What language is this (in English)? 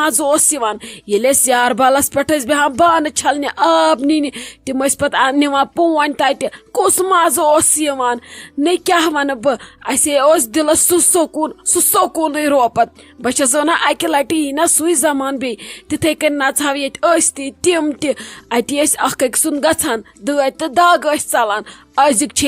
Kashmiri